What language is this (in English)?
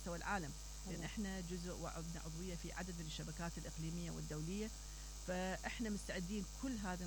Mesopotamian Arabic